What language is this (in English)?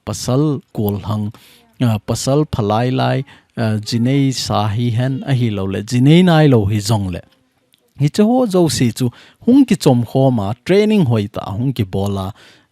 Thado Chin